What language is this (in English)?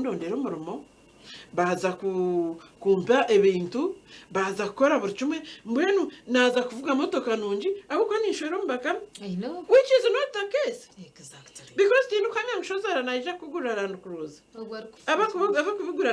Nyankole